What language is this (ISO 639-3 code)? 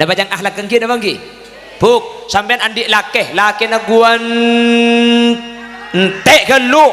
mad